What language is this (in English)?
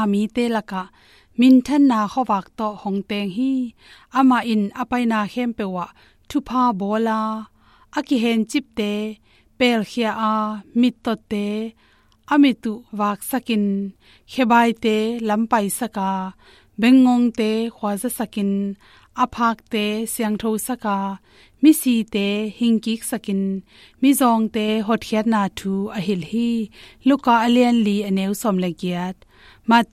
Tedim Chin